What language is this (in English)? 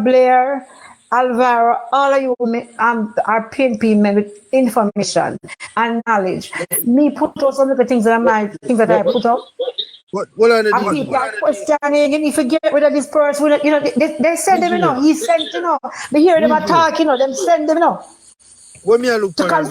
Jamaican Creole English